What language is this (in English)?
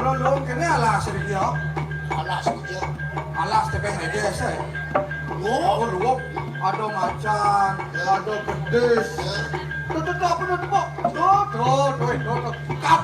Balinese